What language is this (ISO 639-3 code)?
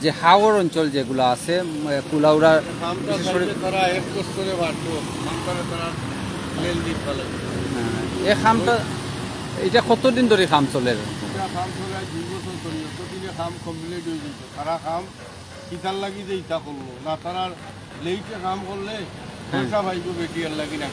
syl